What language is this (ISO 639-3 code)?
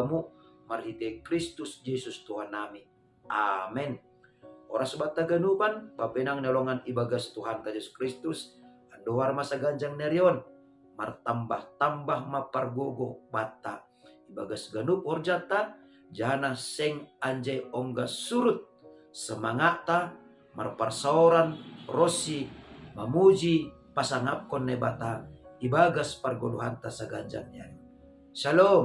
bts